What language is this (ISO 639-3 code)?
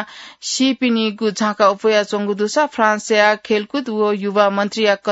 new